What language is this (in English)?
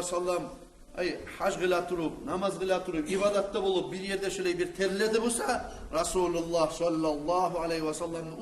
Kumyk